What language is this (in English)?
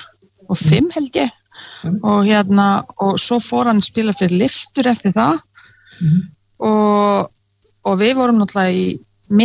Icelandic